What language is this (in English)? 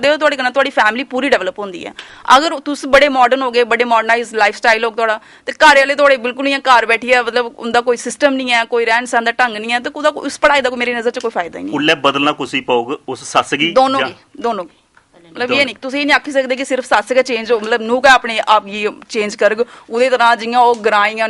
Dogri